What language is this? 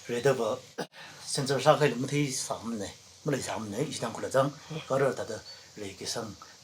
Tangkhul Naga (India)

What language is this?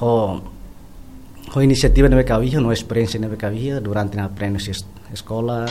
Tetum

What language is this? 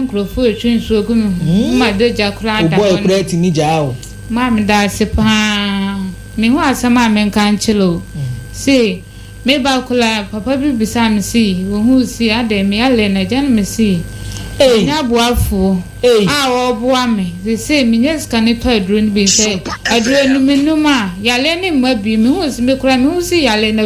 Akan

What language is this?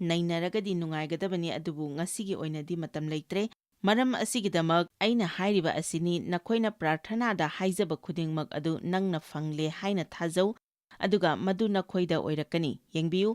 Manipuri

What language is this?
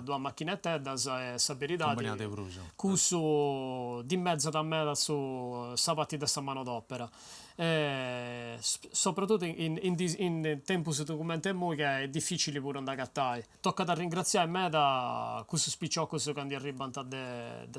Sardinian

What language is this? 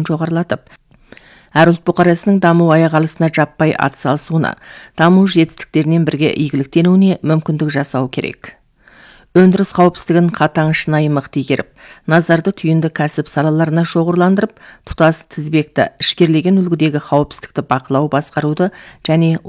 Kazakh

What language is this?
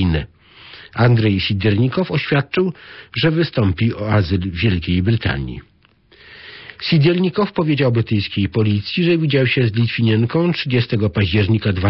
Polish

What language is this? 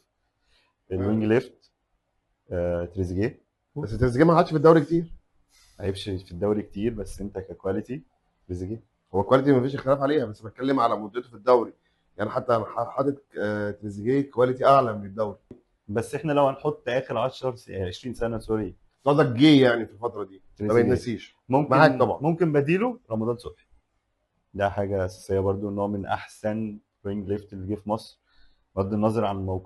Egyptian Arabic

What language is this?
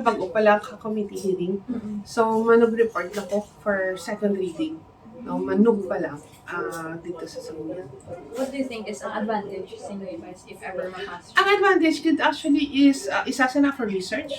Hiligaynon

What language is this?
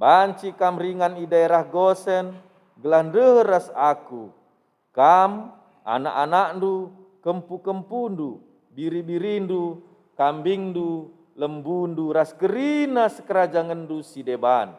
Batak Karo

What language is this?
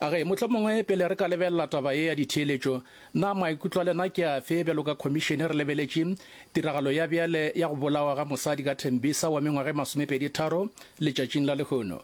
Northern Sotho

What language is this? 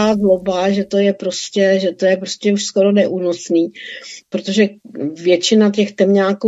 Czech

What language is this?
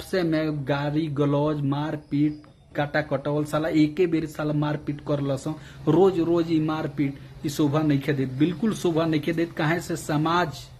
Bhojpuri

